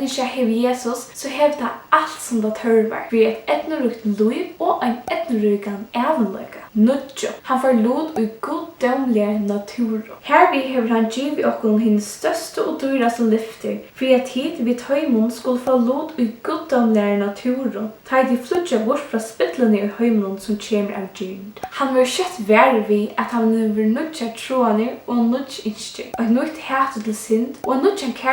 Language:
Faroese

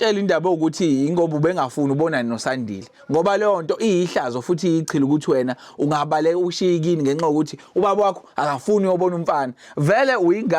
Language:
Zulu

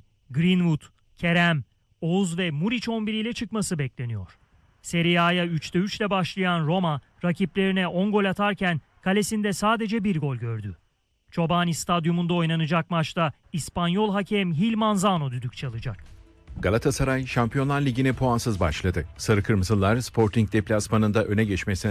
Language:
Turkish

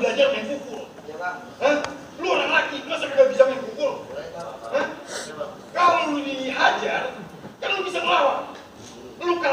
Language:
Betawi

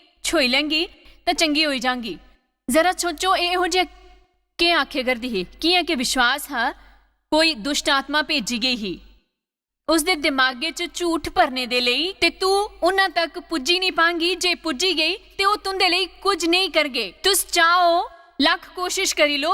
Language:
Dogri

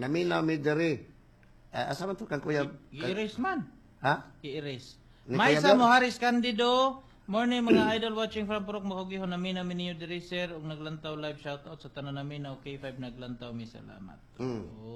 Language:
Cebuano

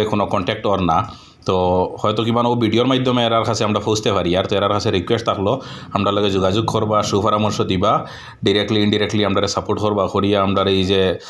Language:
Sylheti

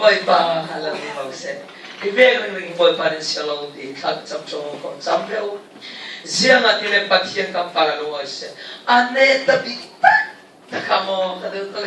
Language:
Falam Chin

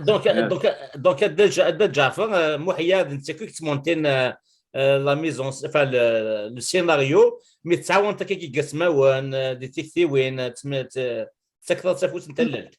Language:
Kabyle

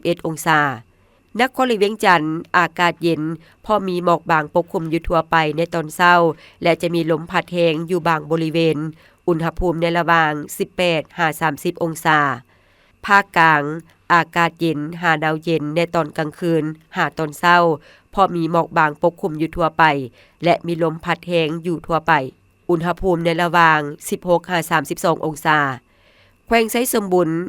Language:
Lao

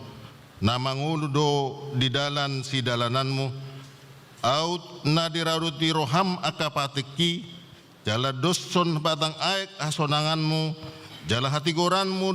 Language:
Batak Toba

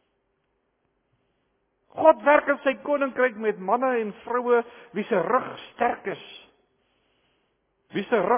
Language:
Afrikaans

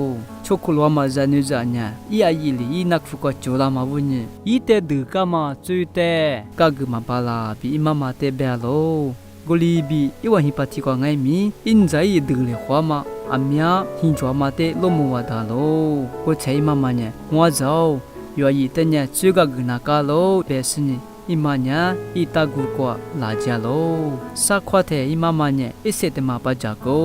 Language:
Lisu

